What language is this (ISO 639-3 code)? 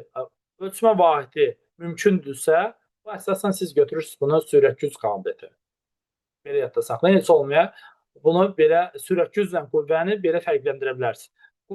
aze